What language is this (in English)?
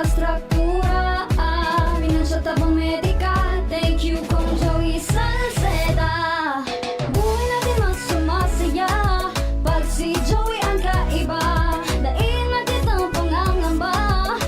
Bikol